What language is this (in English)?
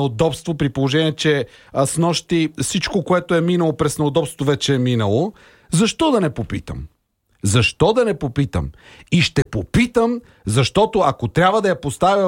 Bulgarian